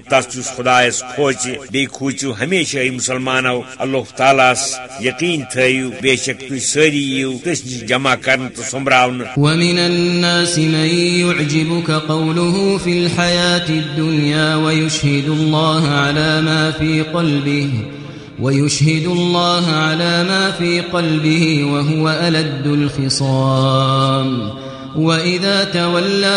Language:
Kashmiri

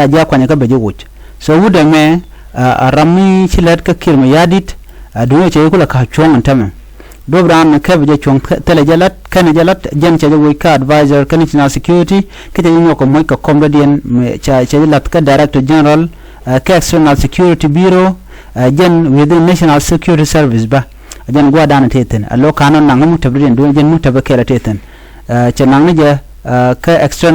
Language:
Nuer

